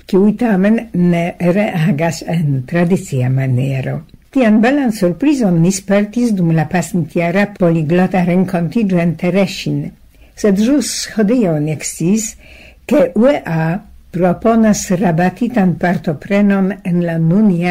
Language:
Esperanto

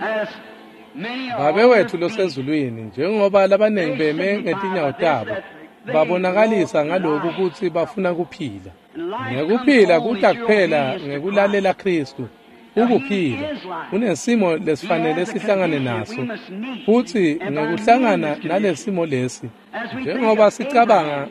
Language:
Swati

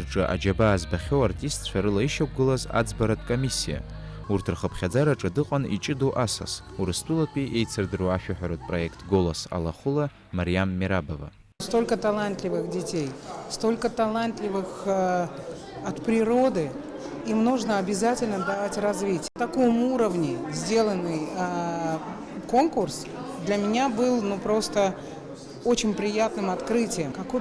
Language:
Abkhazian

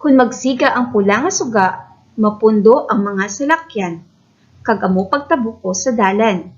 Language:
Hiligaynon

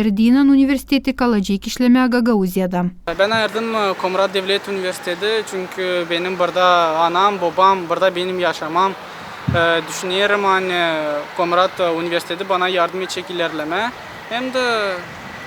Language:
Gagauz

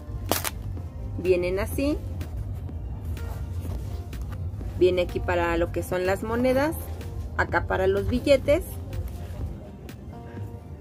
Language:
Spanish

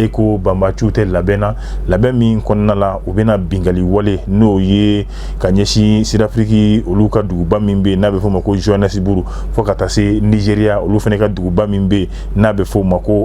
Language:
Bambara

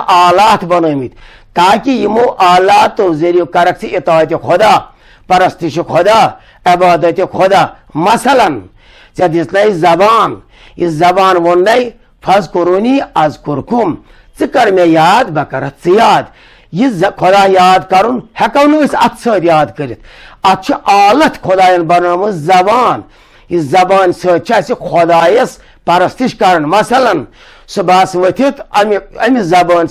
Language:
Kashmiri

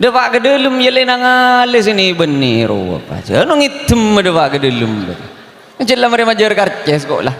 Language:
Madurese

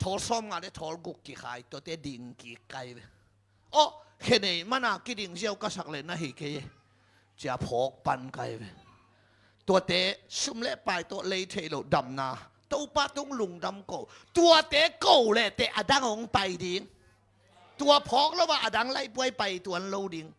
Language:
Tedim Chin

